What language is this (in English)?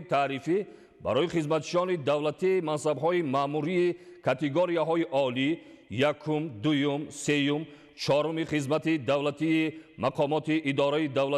Tajik